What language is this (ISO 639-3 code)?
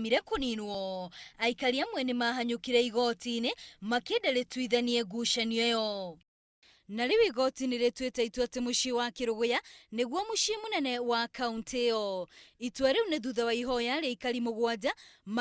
kik